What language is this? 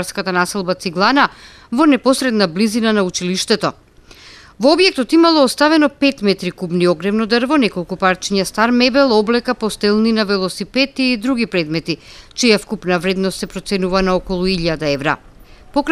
Macedonian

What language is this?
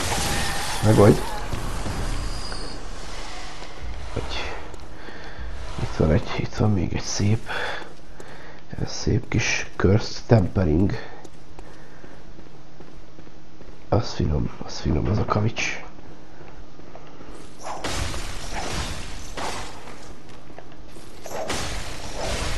Hungarian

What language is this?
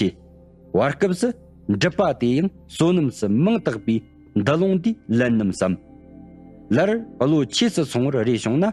Tibetan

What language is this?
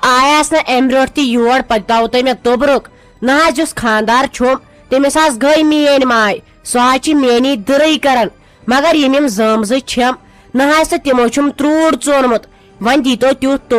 Kashmiri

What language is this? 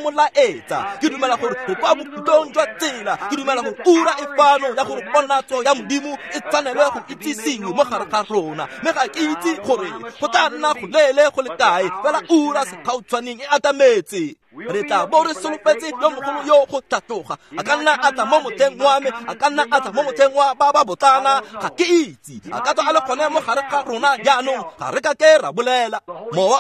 Tswana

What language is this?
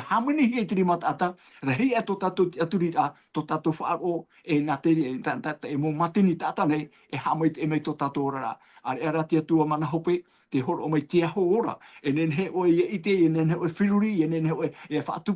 Tahitian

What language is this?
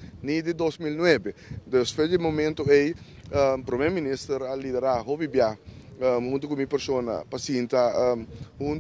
Papiamento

